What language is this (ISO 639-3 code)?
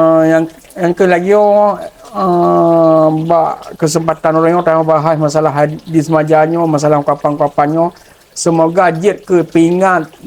ace